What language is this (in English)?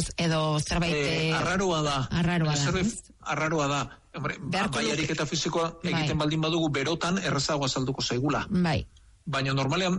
Basque